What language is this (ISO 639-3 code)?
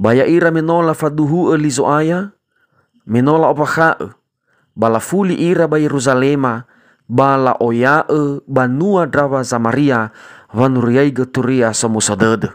nia